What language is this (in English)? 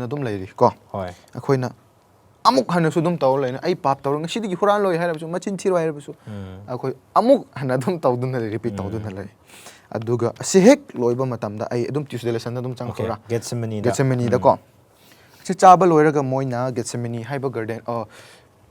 Manipuri